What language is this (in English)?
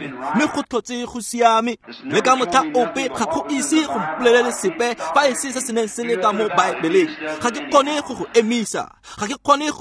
Tswana